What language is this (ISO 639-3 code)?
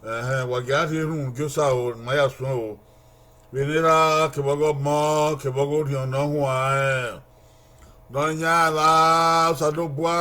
bin